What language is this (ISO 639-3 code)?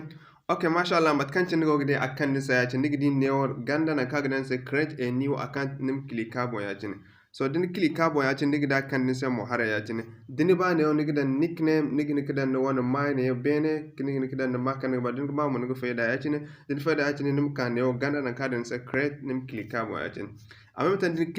dje